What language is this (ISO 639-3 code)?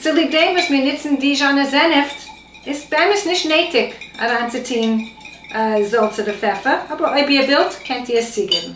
yid